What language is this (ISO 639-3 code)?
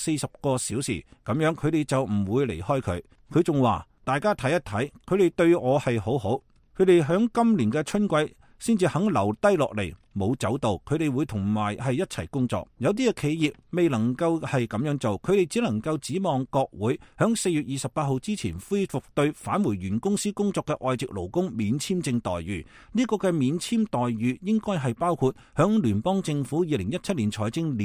yue